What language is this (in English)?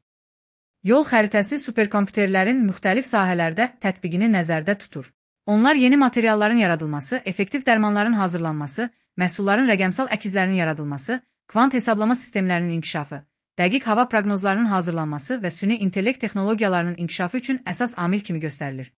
Azerbaijani